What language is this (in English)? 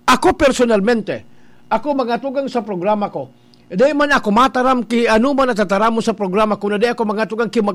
Bikol